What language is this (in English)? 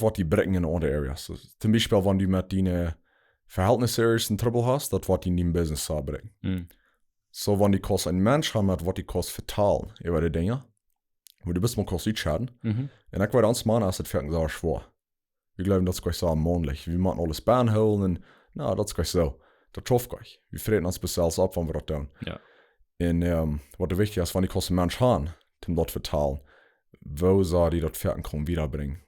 Plautdietsch